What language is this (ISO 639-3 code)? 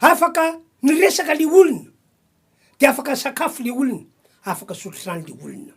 mlg